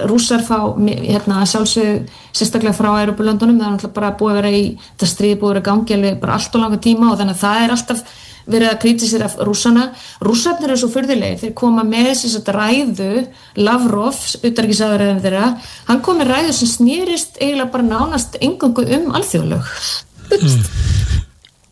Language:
Icelandic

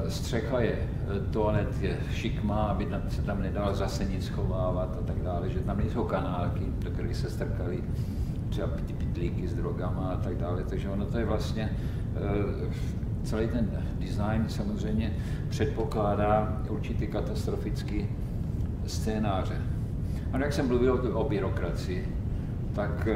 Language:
Czech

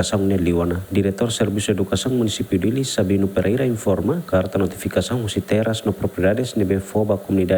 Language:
Tetum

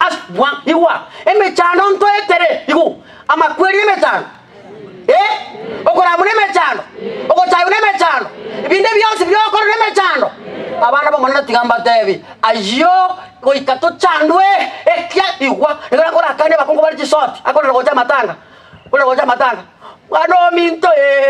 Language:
Gusii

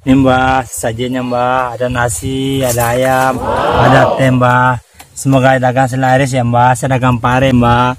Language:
Betawi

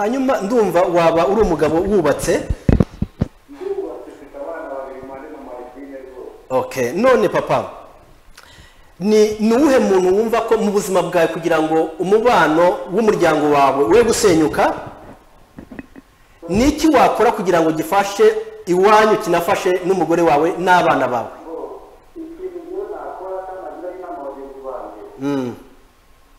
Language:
Kinyarwanda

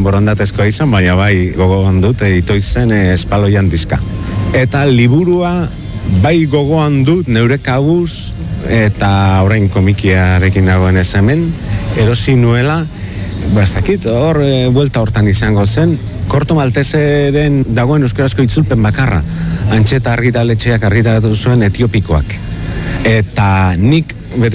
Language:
Basque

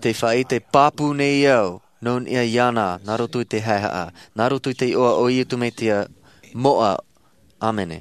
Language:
Tahitian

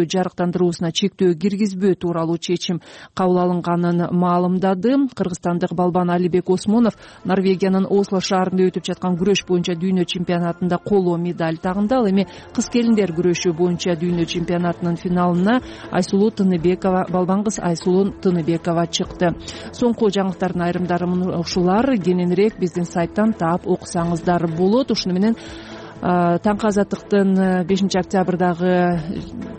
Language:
Kyrgyz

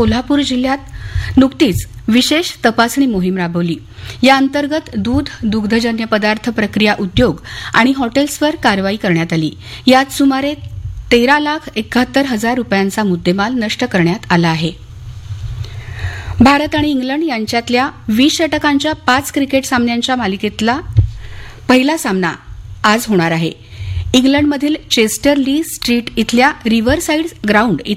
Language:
Marathi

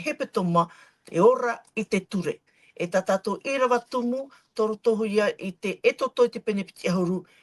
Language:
Tahitian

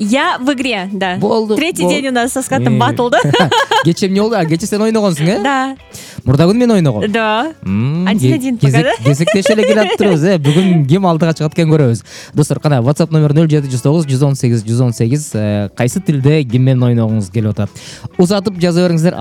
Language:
Kyrgyz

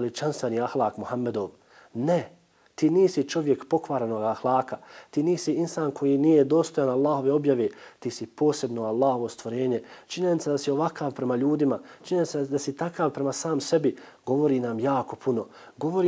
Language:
Bosnian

